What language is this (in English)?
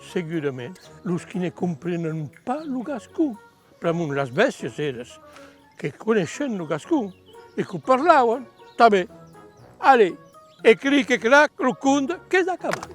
Occitan